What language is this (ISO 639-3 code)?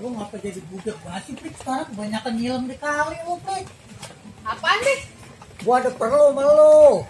bew